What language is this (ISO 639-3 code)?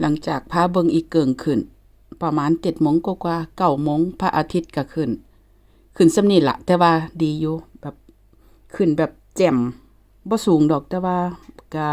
lao